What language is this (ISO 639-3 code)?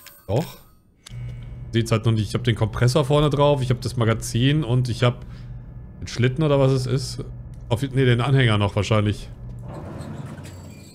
deu